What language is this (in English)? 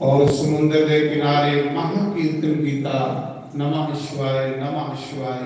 Dogri